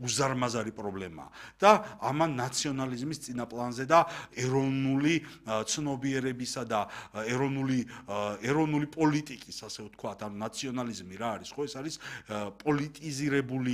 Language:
Georgian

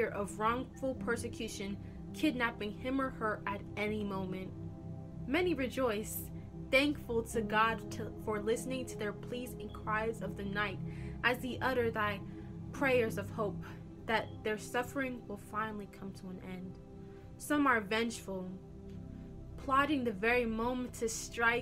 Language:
English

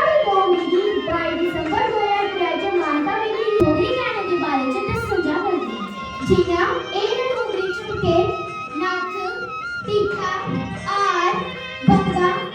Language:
Dogri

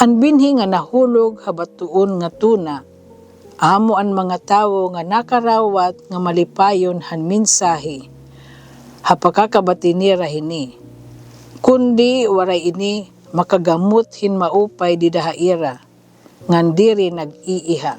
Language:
Waray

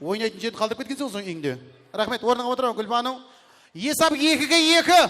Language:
Kara-Kalpak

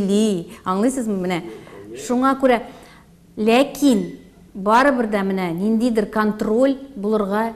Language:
Tatar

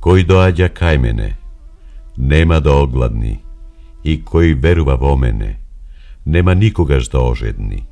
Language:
Macedonian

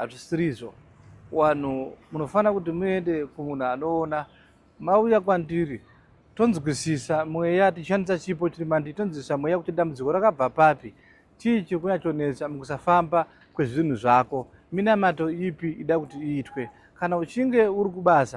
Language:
Shona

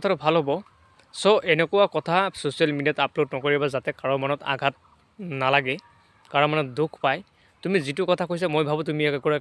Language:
Assamese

